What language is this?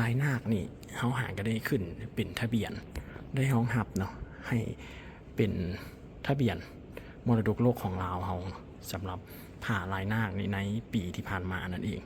Lao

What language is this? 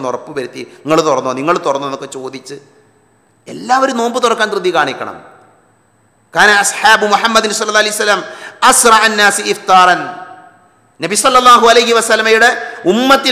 Malayalam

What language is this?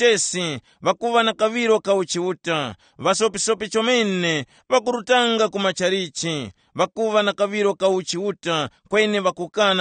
Tumbuka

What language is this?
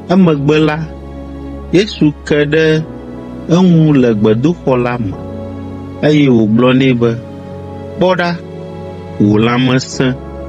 Ewe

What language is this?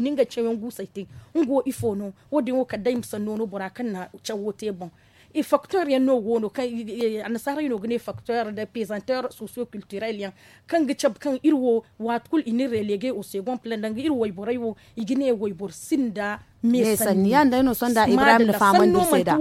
Zarma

